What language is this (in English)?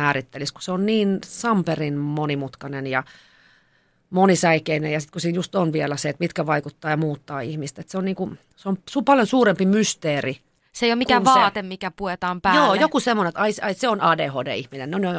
Finnish